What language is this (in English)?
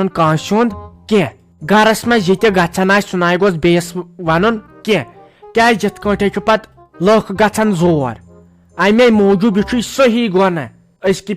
Kashmiri